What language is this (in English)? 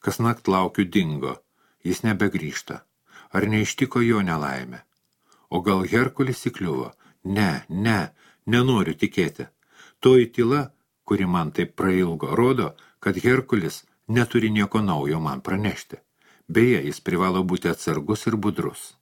Lithuanian